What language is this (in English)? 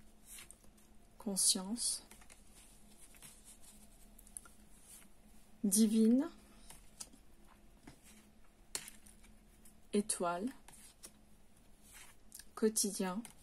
French